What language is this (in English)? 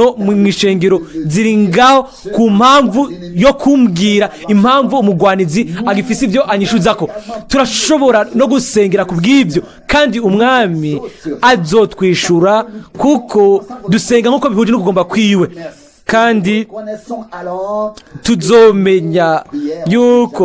Rundi